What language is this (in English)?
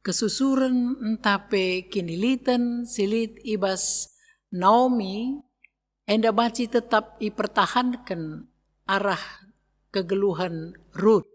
Batak Karo